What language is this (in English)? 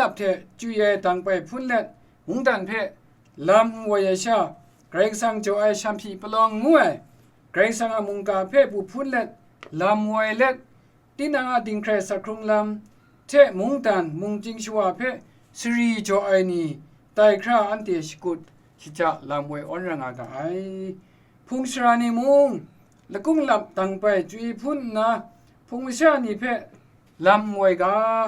Kachin